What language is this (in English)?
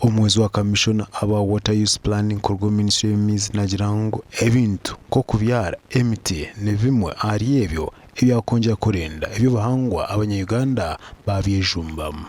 Nyankole